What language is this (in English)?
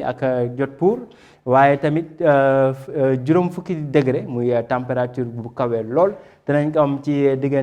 Wolof